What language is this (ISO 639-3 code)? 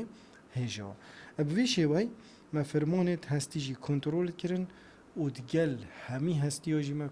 kur